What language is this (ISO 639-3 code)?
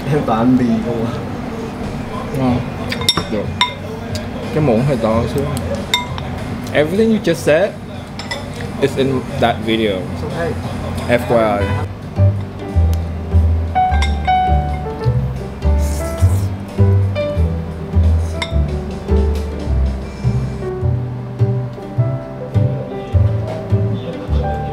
vie